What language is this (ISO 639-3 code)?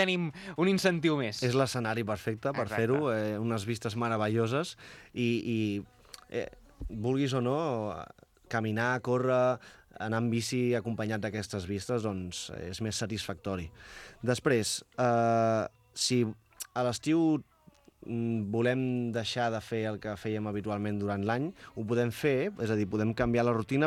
cat